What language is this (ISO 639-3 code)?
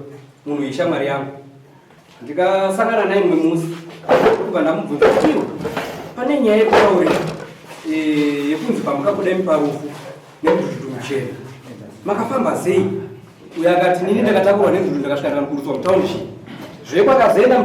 sna